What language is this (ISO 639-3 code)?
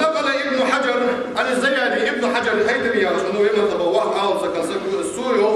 inh